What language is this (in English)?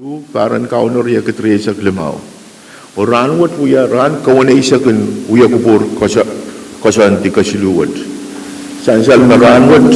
Pohnpeian